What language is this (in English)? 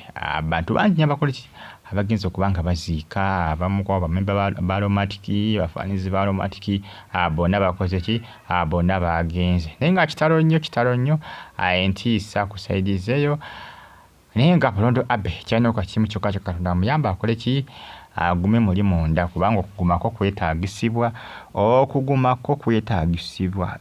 Ganda